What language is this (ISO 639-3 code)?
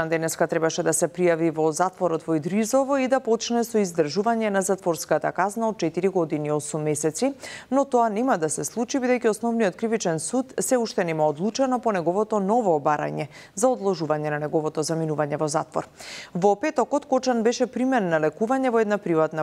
mkd